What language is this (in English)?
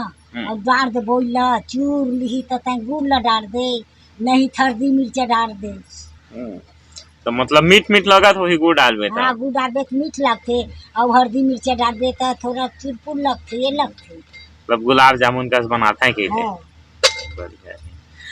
Chhattisgarhi